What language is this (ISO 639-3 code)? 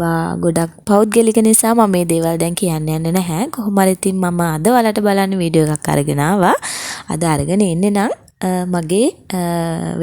sin